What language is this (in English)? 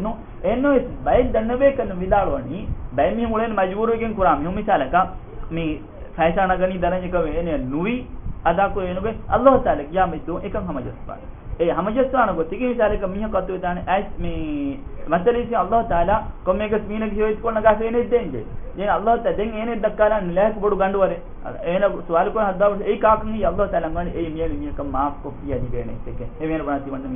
Divehi